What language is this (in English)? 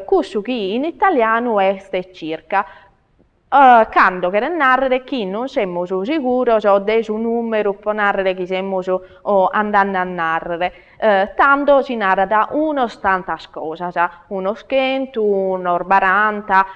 Sardinian